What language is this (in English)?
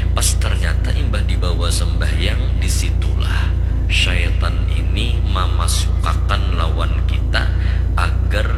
Banjar